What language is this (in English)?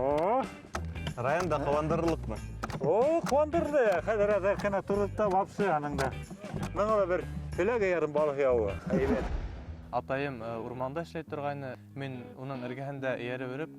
Bashkir